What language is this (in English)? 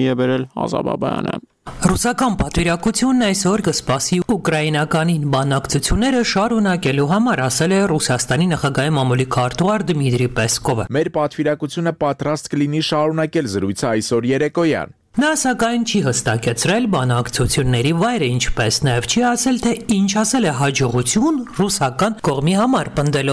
Armenian